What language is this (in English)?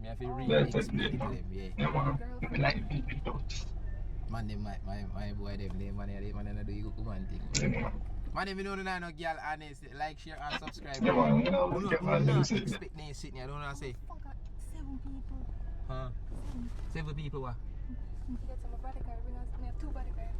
Jamaican Creole English